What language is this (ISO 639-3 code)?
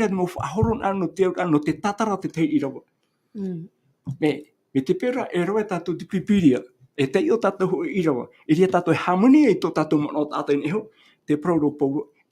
tah